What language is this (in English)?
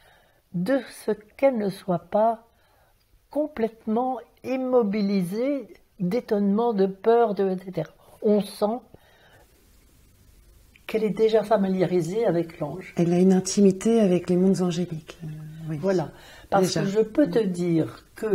French